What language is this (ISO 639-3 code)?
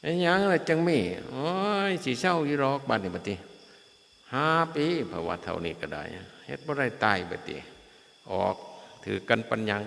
tts